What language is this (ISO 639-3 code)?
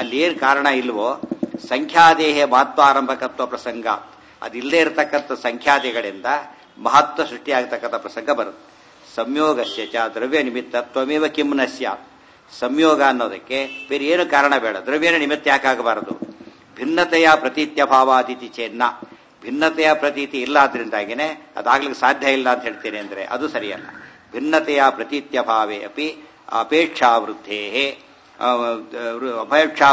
kan